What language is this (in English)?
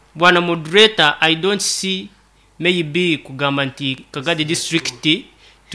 Nyankole